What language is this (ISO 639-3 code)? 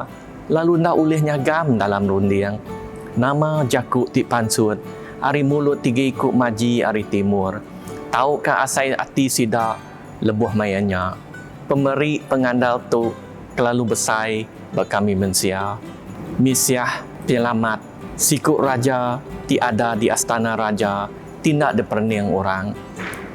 iba